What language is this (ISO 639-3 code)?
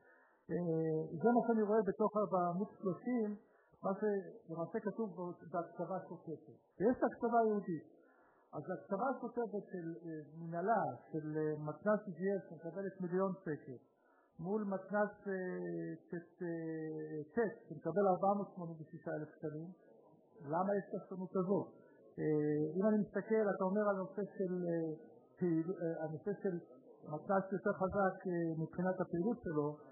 heb